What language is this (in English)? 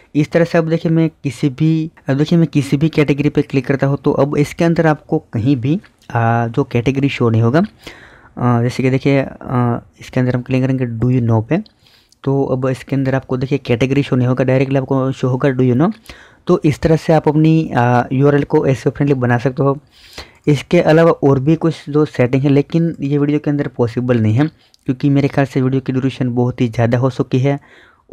Hindi